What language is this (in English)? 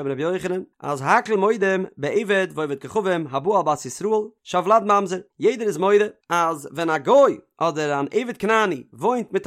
Yiddish